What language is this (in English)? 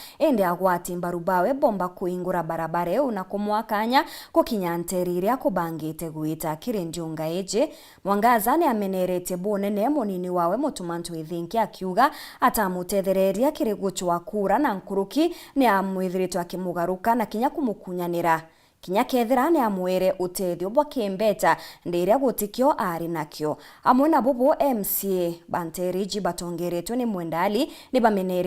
Meru